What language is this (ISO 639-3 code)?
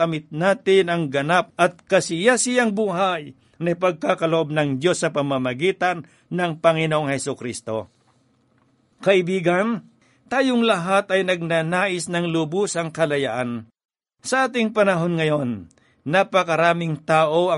fil